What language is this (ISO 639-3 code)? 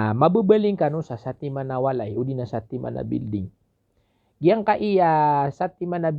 mrw